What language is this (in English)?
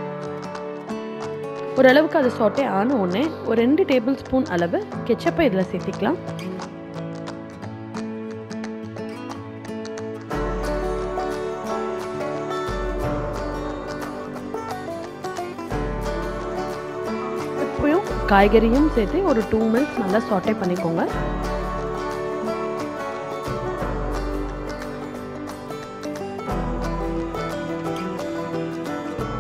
Tamil